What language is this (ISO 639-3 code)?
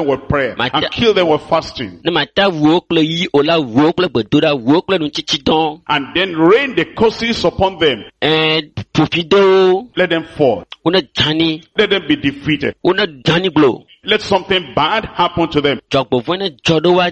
ewe